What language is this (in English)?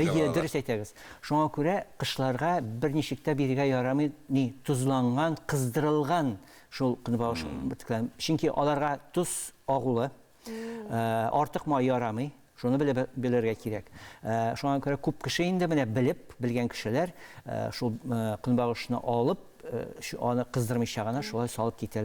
Tatar